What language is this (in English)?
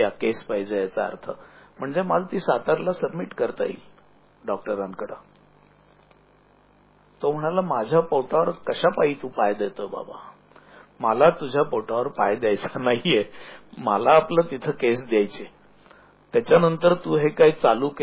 Marathi